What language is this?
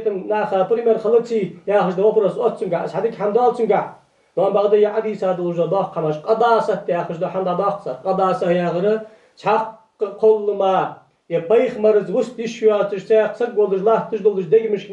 Ingush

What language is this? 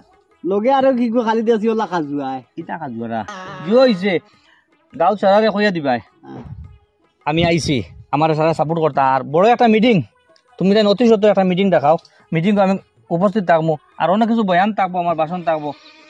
Sylheti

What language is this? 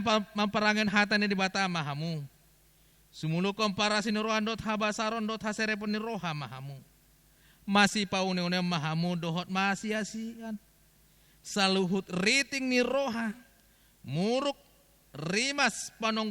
Batak Toba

